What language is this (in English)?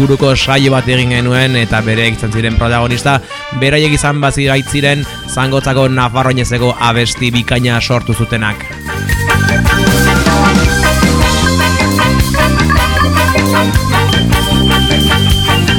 Basque